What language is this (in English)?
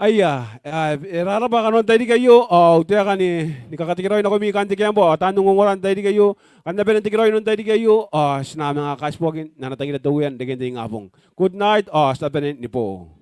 Gilbertese